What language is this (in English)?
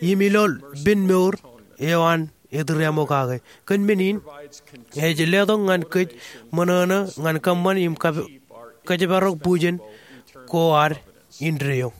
Marshallese